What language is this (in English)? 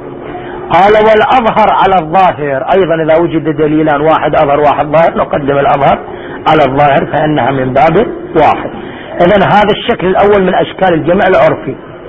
Arabic